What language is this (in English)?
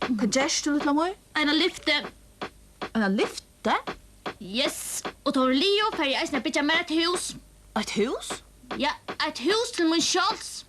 Faroese